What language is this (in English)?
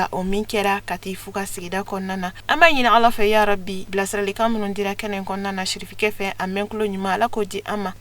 Bambara